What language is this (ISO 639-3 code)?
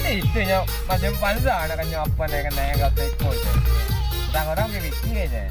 min